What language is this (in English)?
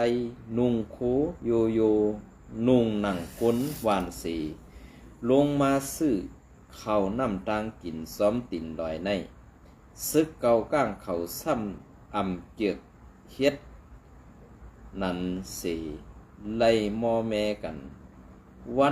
Shan